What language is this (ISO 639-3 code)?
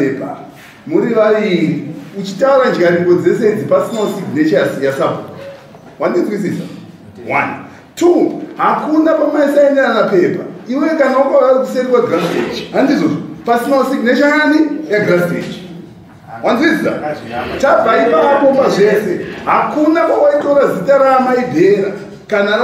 sna